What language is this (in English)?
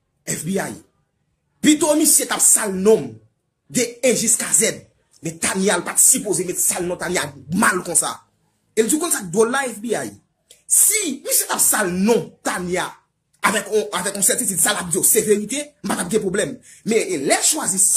Haitian Creole